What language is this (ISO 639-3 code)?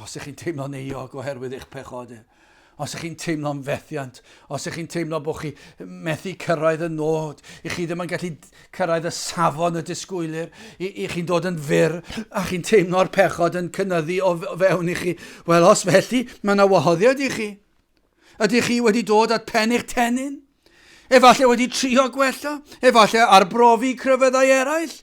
cym